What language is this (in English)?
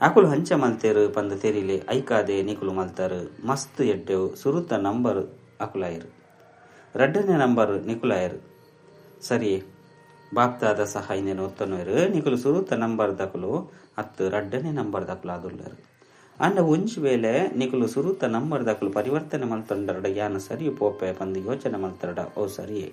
Tulu